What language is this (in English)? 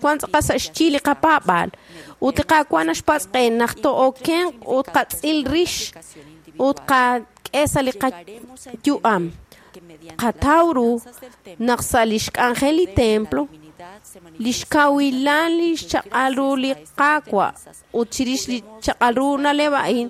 Kekchí